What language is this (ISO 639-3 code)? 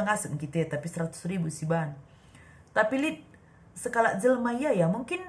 btx